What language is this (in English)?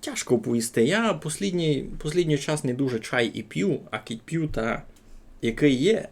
Rusyn